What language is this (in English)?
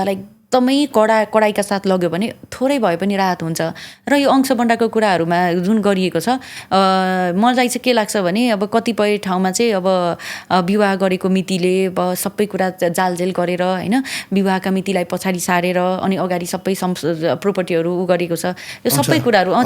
Nepali